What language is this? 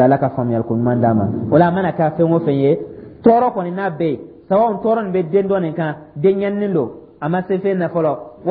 Dyula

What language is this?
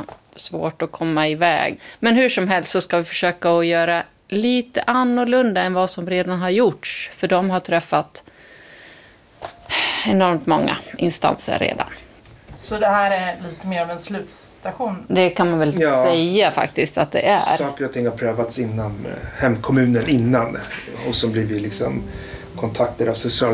Swedish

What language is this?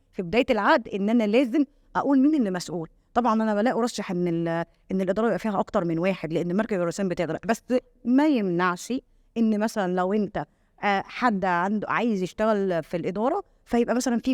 Egyptian Arabic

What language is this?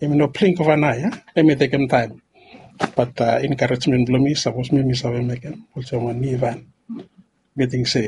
Bislama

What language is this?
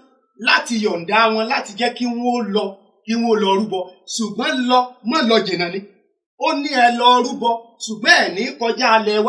Yoruba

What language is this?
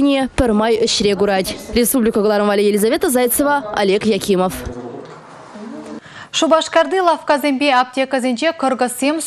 Chuvash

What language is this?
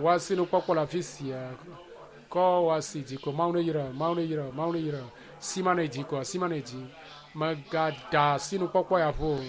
Ewe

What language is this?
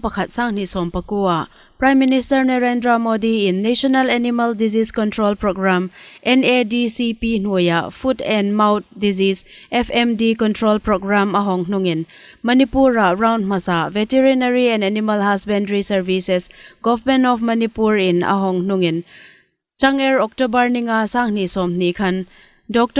Hmar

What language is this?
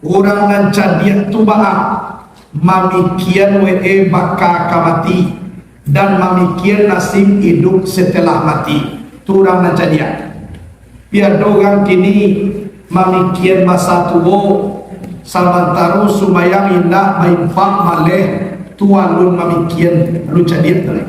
Minangkabau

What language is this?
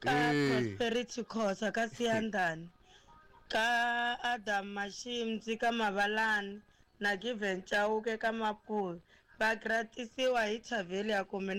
Tsonga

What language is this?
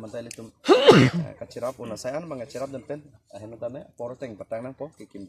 Karbi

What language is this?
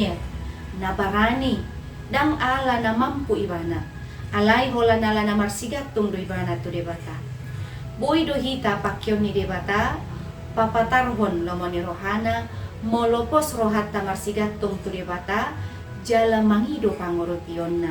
Batak Toba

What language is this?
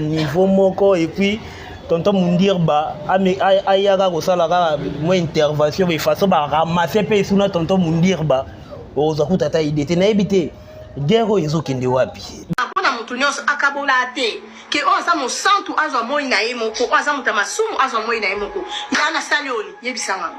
Lingala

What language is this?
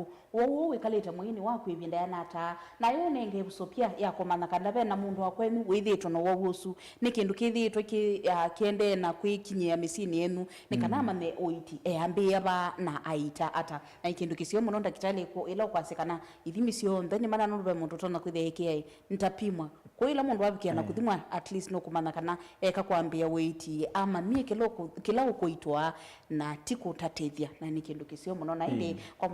Kamba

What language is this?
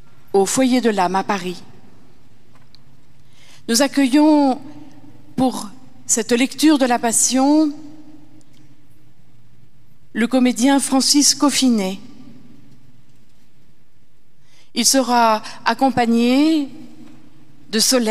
French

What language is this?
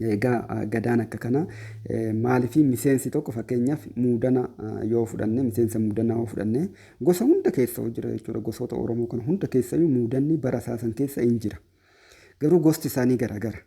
Oromo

